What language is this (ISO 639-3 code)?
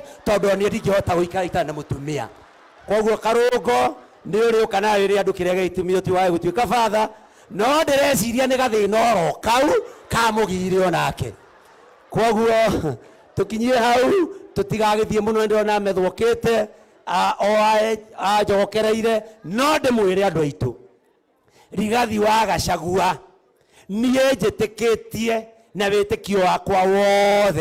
kik